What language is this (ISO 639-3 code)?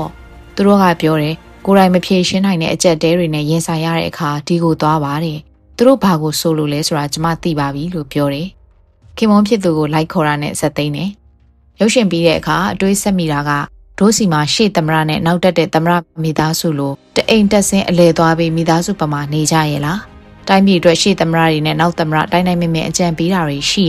mya